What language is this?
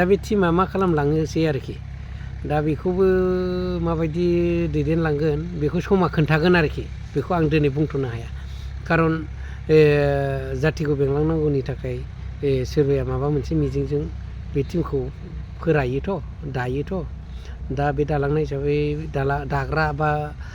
Bodo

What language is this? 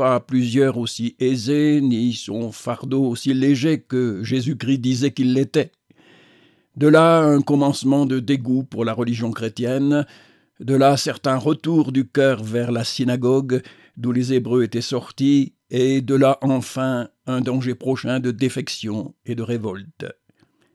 French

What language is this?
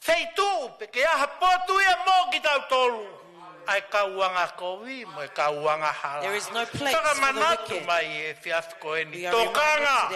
Tongan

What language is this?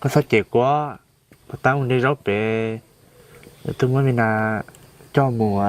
Hmong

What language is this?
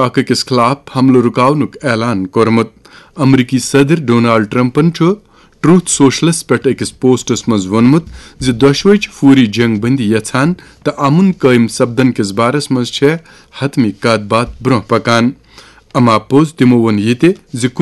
Kashmiri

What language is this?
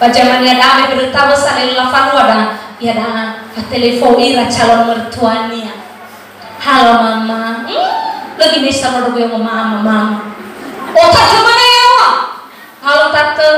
Nias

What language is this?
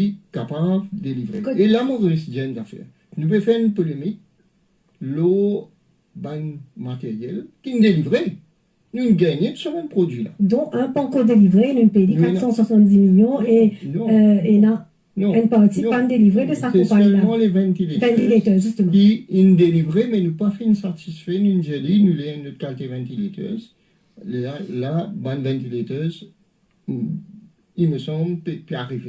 Morisyen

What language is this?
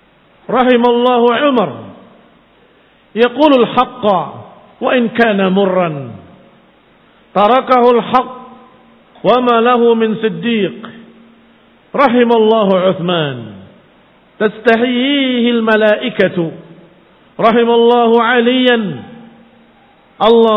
Indonesian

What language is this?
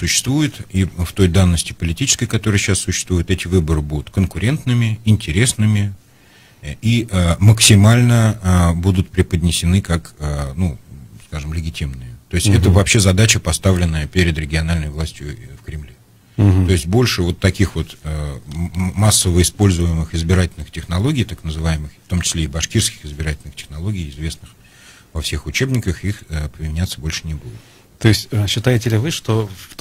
Russian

